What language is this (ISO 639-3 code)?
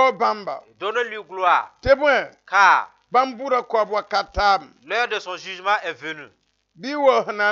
mos